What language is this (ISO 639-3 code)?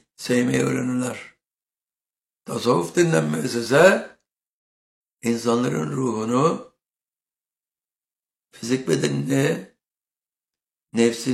tur